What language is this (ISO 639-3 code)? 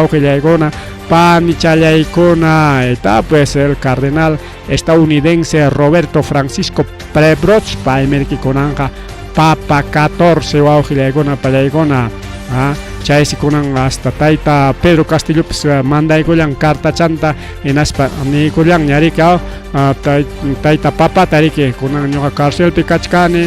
quy